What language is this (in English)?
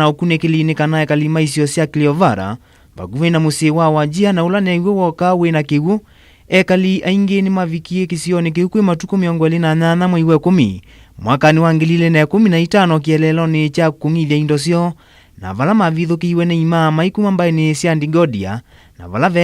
Kamba